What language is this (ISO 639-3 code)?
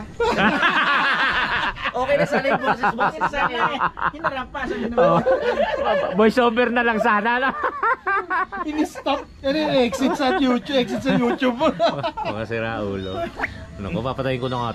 fil